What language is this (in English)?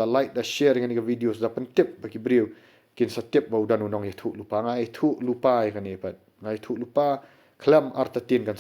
Khasi